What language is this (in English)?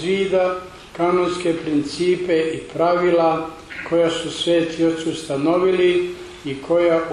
Serbian